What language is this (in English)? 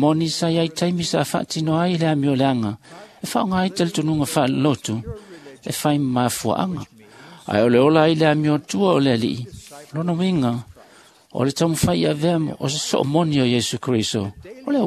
Samoan